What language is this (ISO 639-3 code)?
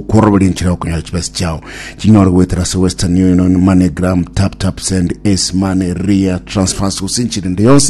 guz